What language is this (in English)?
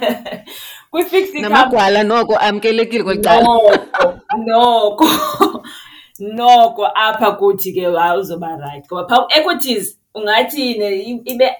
Xhosa